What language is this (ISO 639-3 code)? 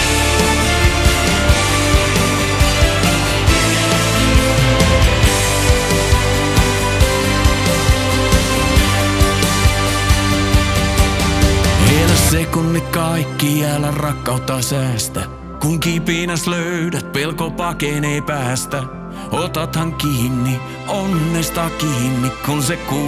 fin